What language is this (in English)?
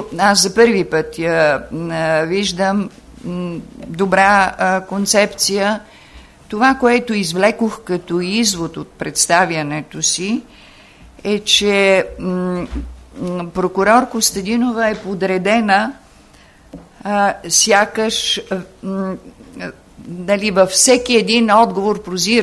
Bulgarian